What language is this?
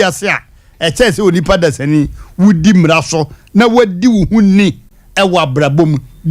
Akan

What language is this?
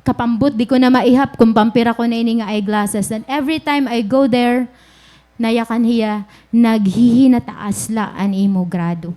Waray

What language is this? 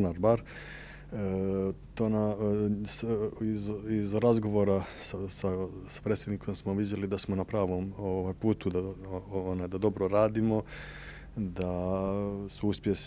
Serbian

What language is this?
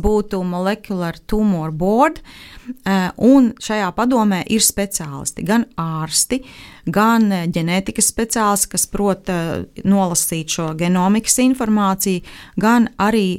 Latvian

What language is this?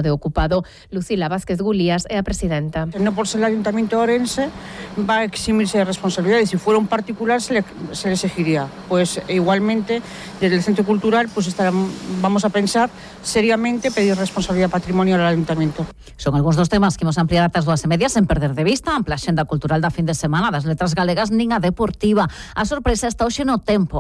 Galician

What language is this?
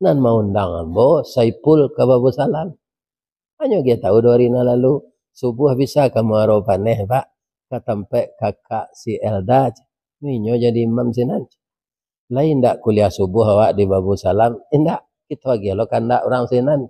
Minangkabau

